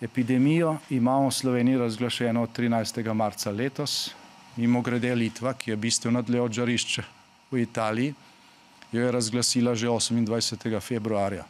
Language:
Slovenian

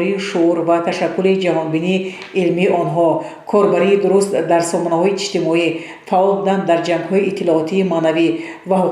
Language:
Tajik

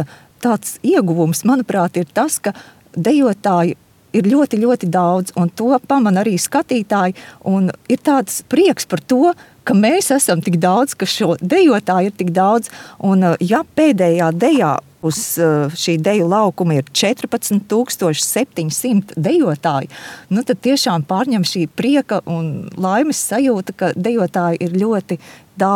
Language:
Latvian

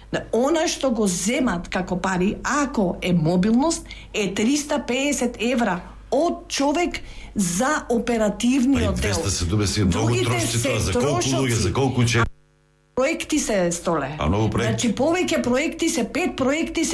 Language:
Macedonian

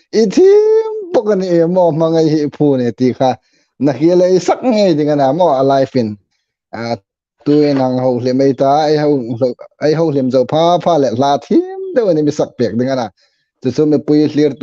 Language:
Hmar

